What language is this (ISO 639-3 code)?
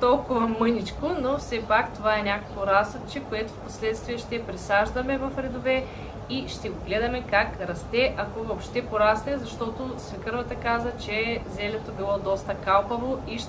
bul